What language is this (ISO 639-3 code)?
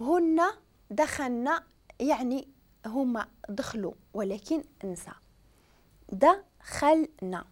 ary